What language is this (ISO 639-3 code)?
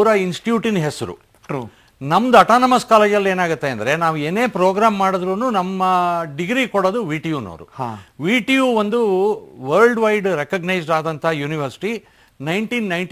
kan